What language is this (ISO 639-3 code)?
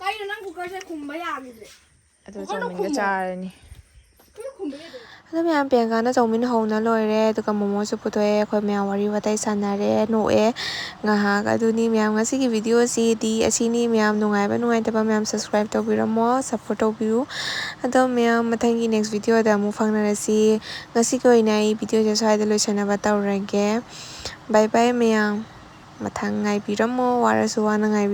mni